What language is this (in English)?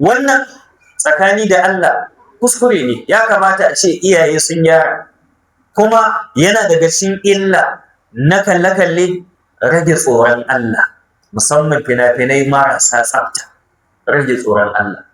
Hausa